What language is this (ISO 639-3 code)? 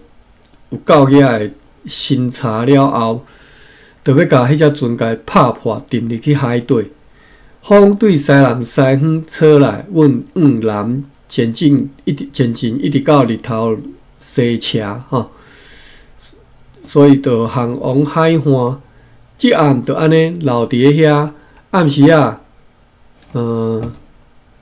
nan